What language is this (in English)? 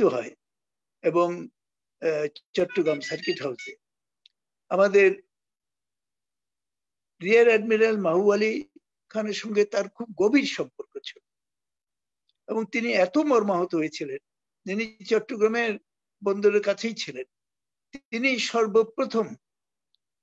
Bangla